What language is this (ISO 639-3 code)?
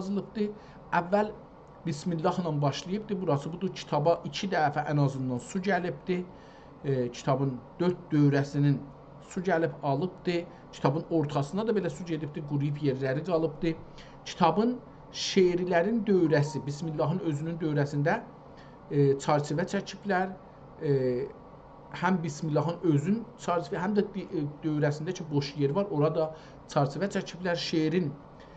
azb